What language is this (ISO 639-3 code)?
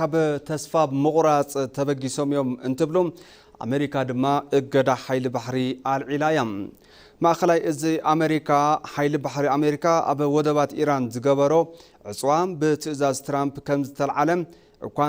tir